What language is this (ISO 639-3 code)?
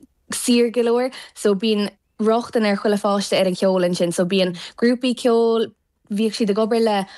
gle